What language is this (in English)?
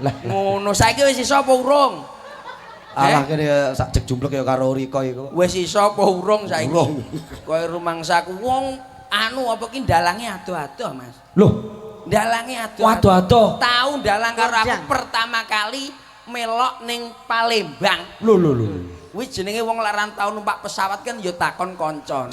Javanese